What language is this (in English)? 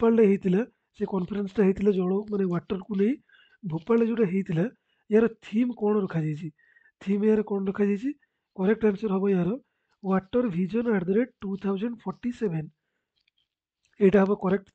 Odia